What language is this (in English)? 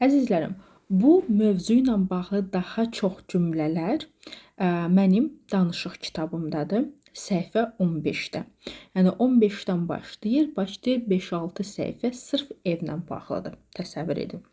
Azerbaijani